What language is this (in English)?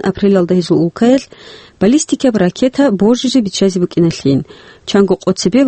Avaric